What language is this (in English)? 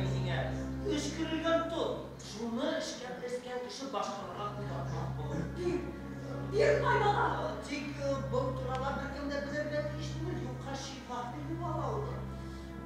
Bashkir